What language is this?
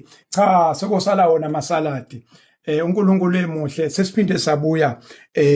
Zulu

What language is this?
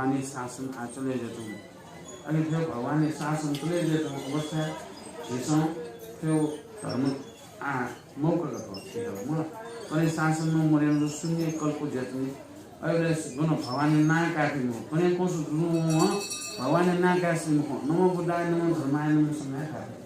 Newari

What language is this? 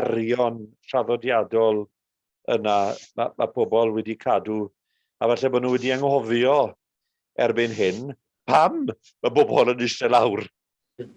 Welsh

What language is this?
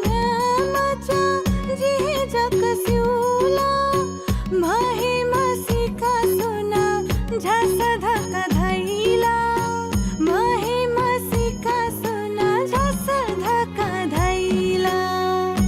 Newari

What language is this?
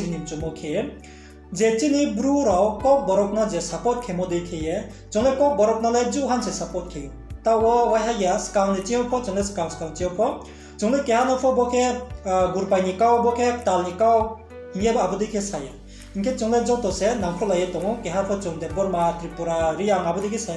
Riang (India)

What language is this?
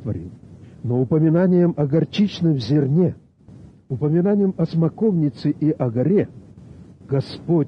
Russian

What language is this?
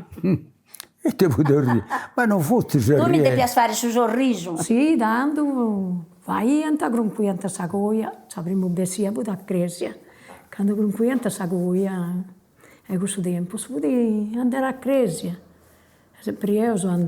Sardinian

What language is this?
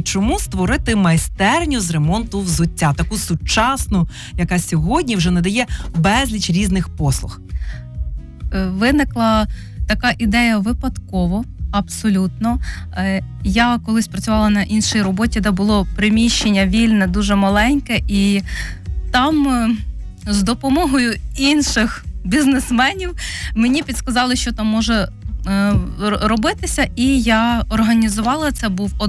Ukrainian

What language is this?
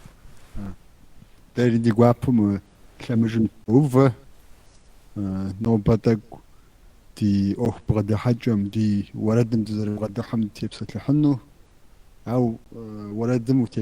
Kabardian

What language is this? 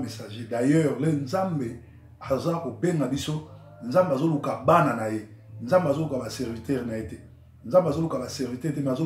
Lingala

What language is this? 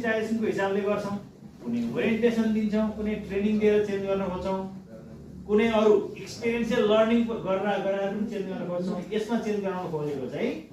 Nepali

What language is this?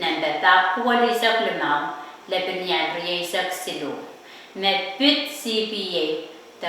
Pohnpeian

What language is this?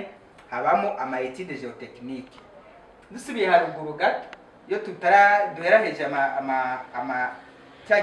Rundi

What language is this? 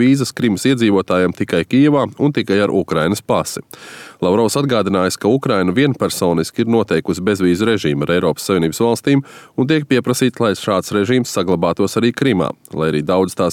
Latvian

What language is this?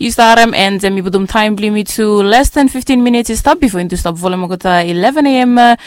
Bislama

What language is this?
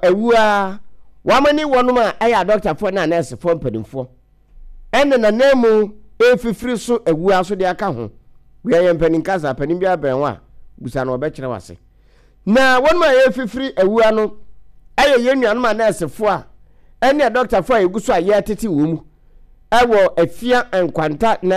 Akan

